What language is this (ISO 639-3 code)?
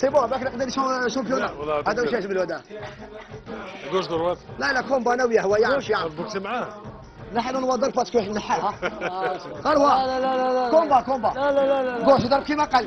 arq